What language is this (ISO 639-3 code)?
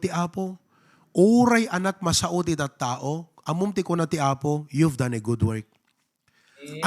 ilo